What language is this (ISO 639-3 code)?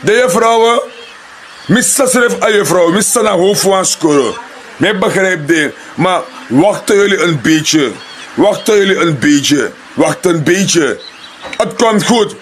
srn